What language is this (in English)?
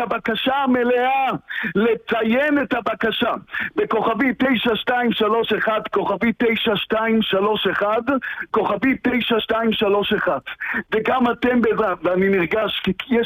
Hebrew